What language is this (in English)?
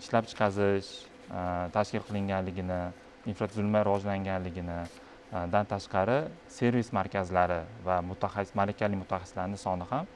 Uzbek